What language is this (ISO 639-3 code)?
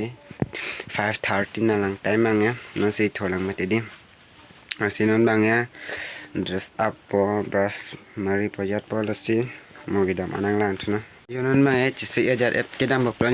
mjw